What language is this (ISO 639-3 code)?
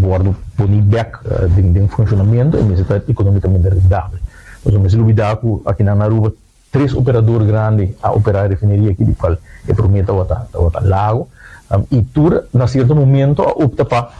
pap